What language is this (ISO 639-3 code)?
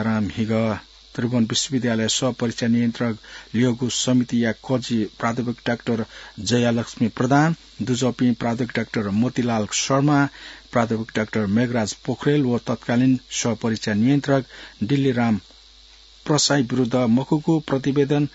new